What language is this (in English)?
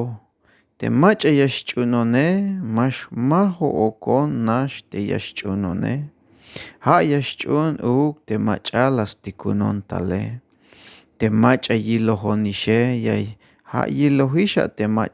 Tzeltal